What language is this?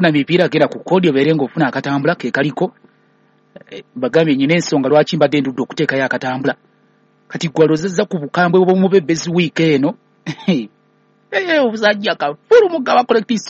Ganda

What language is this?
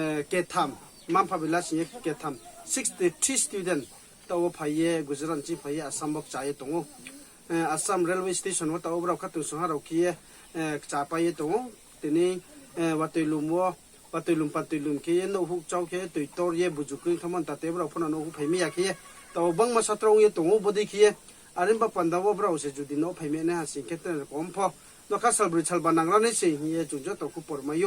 Riang (India)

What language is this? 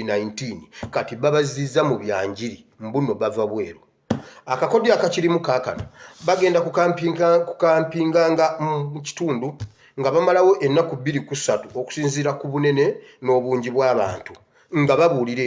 Ganda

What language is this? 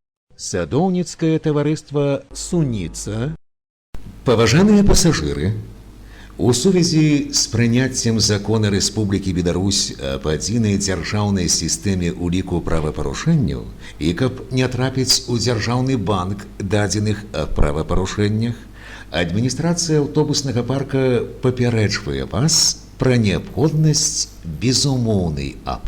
Belarusian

